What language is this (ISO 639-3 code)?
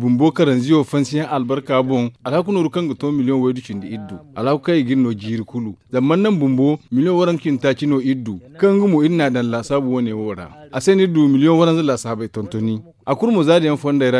dje